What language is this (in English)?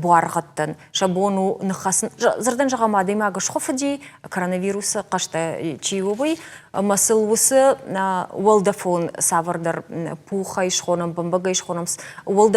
Ossetic